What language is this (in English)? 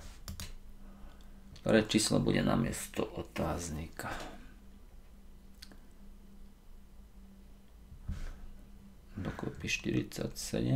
Slovak